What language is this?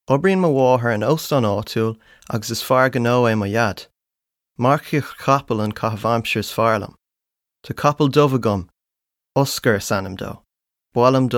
Irish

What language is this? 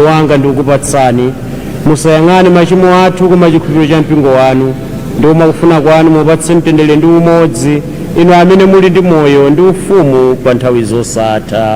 Nyanja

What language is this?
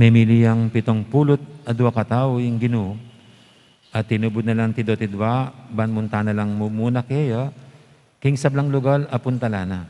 Pampanga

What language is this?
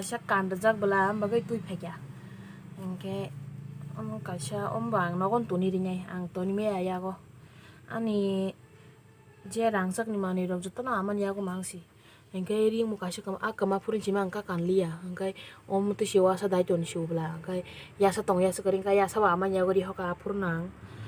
Kok Borok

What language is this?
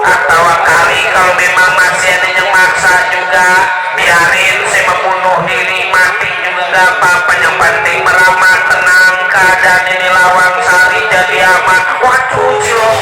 Betawi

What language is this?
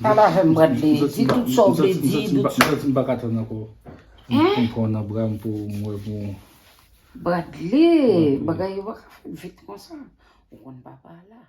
Haitian Creole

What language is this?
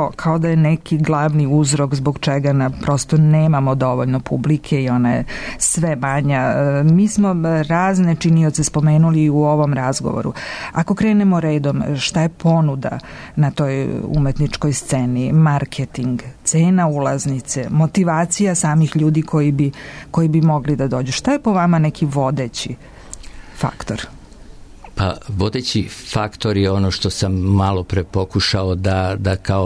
Serbian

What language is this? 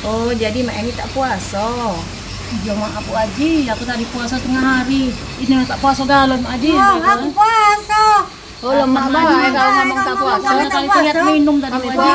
Musi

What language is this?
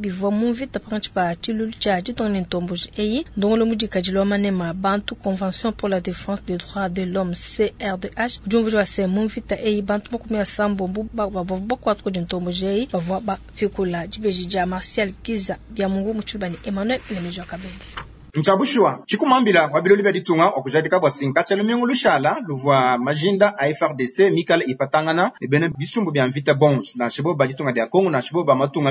Luba-Lulua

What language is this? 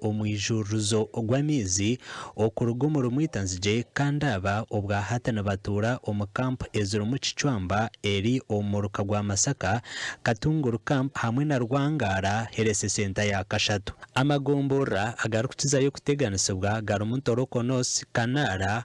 Nyankole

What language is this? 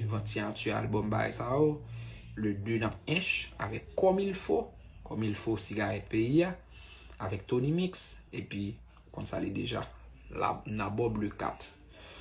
Haitian Creole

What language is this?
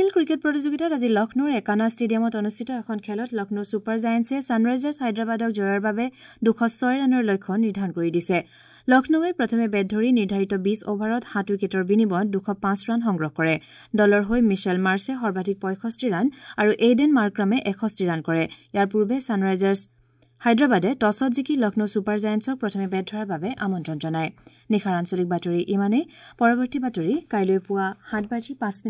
Assamese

